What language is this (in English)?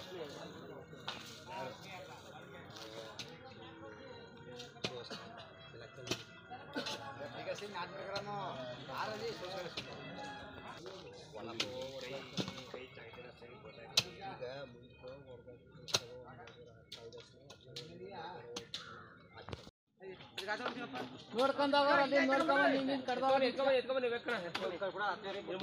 Kannada